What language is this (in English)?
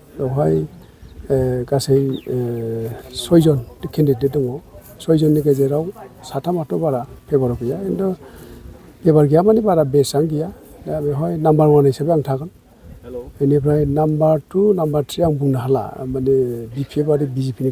Bodo